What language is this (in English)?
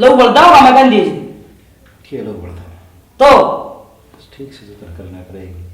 Haryanvi